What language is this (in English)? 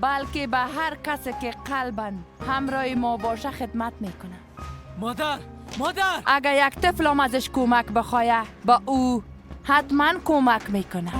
Persian